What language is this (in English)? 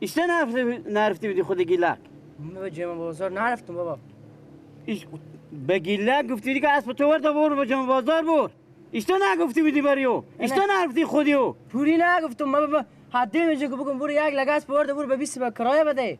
Persian